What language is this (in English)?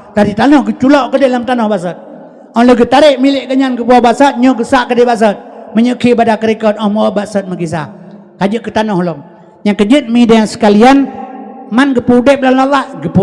Achinese